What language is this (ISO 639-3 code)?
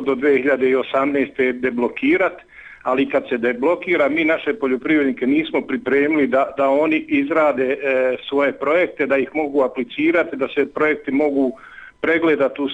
bos